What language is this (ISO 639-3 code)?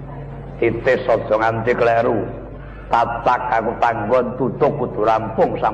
jav